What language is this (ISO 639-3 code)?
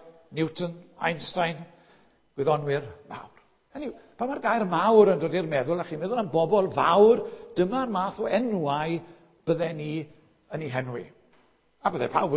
cym